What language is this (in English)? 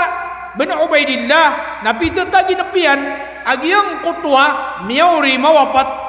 Maranao